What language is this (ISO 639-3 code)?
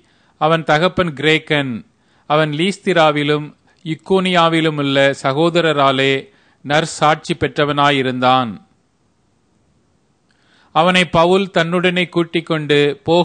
tam